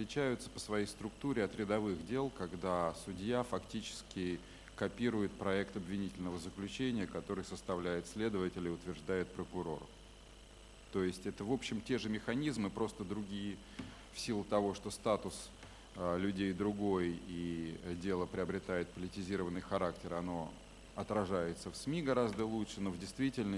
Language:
Russian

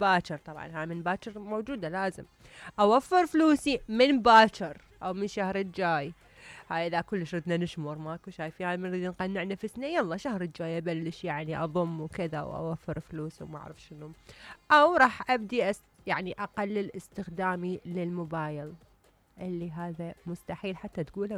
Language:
Mesopotamian Arabic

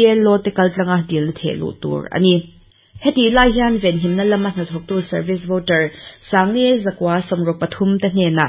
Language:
Mizo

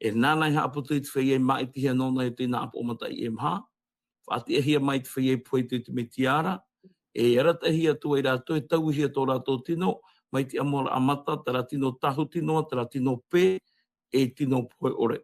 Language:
Tahitian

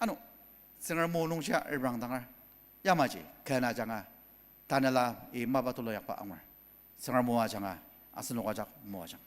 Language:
Ao Naga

